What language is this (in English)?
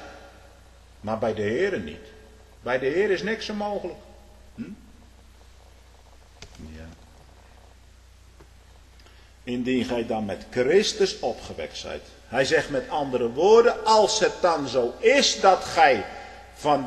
Dutch